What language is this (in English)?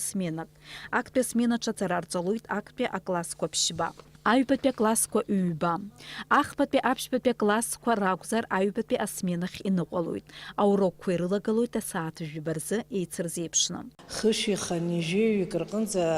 Abkhazian